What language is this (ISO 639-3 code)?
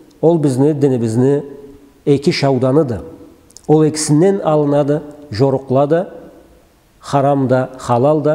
krc